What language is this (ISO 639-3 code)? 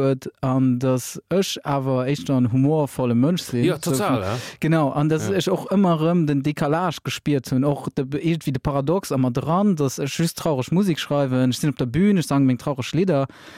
ltz